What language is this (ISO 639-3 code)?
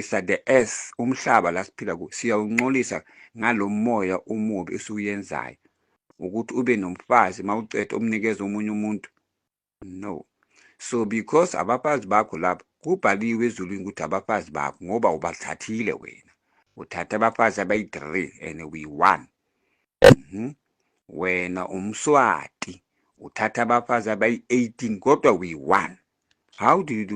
zul